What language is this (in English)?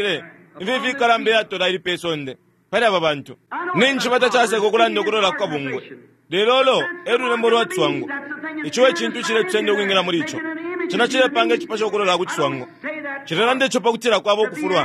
Bemba